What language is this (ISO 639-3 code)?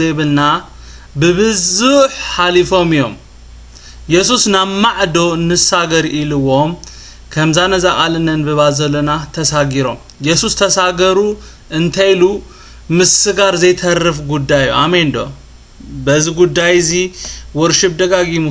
tir